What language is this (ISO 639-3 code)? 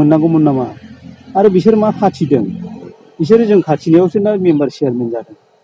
brx